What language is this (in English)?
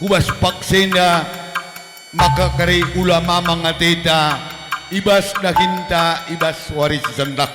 Batak Karo